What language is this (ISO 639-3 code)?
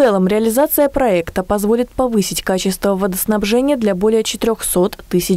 rus